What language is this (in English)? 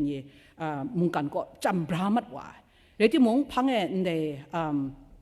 Kachin